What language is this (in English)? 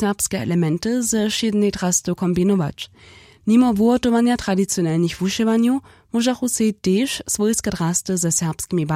Upper Sorbian